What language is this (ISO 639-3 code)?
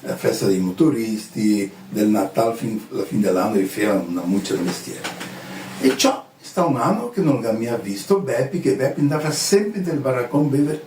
vec